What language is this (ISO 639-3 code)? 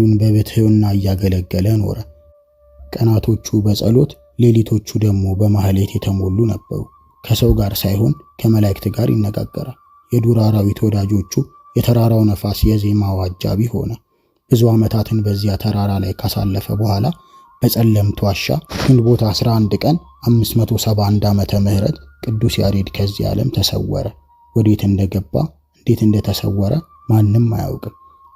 amh